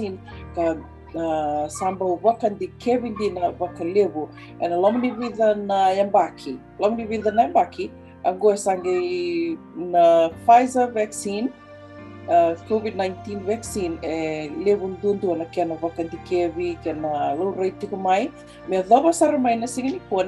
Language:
Fijian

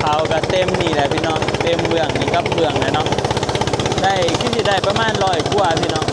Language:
Northeastern Thai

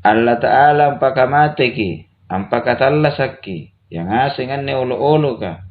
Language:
Makasar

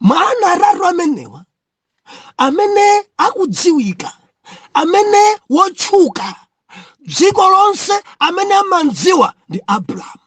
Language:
Nyanja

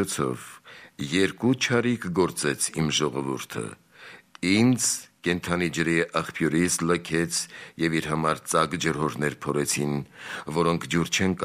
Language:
Armenian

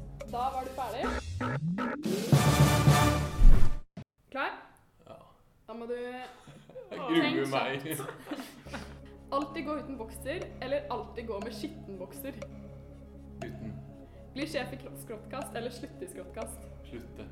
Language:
Norwegian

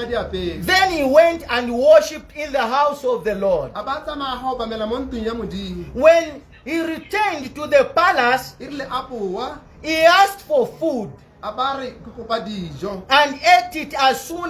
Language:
Tswana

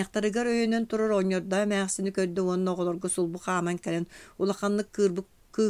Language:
Yakut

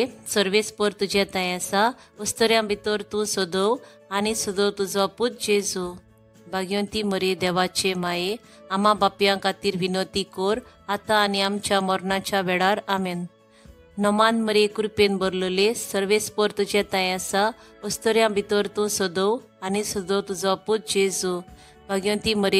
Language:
Konkani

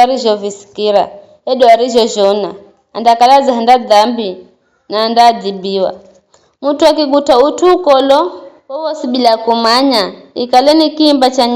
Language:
Giryama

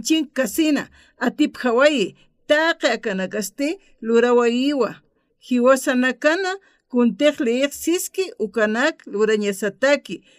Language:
Aymara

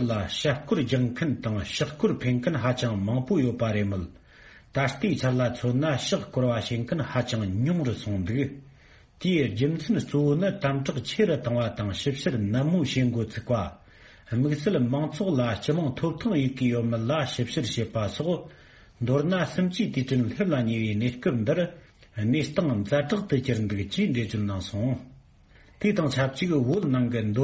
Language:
Tibetan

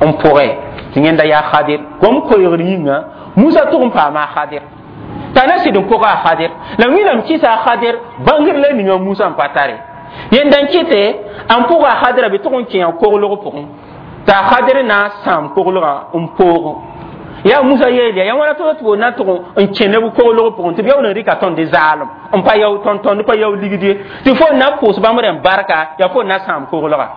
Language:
Mossi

